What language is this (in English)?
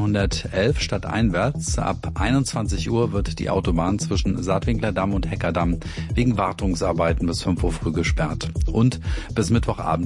German